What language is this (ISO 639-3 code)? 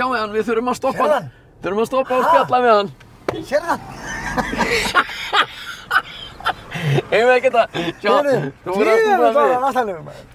isl